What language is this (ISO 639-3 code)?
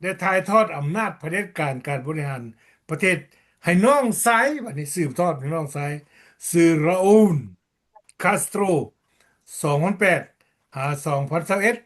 lao